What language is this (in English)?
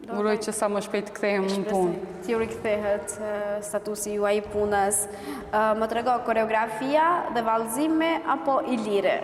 Albanian